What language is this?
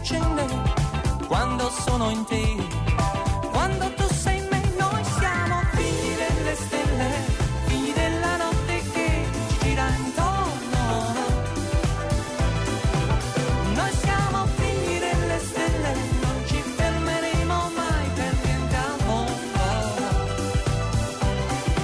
Italian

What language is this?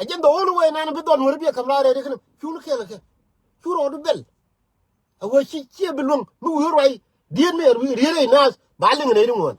Nuer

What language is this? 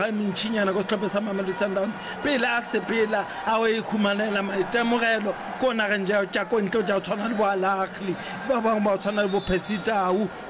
Northern Sotho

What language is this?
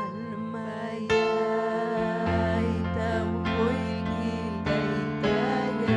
Ayacucho Quechua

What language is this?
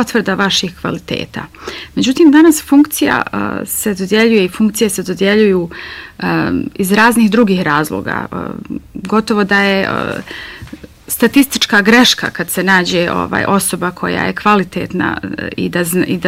Bosnian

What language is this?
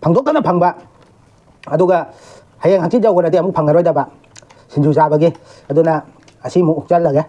Manipuri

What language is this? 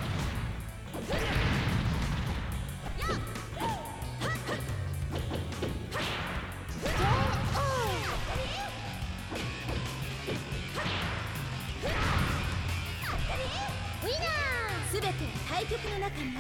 Japanese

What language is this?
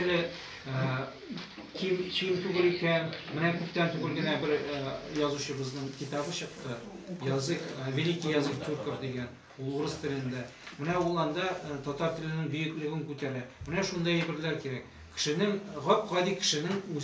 Tatar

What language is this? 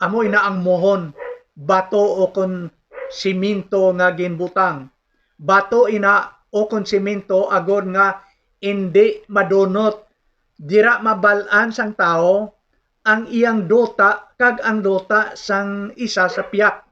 Hiligaynon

